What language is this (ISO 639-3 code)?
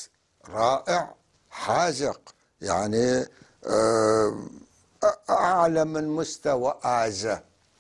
apc